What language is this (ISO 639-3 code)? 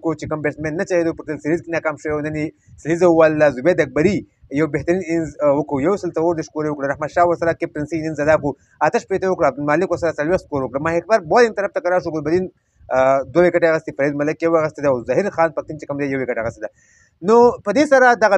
pus